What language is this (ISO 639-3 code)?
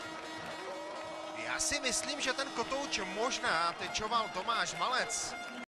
ces